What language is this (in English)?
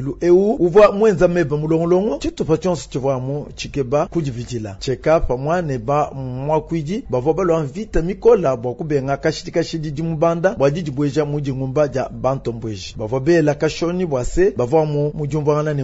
Luba-Lulua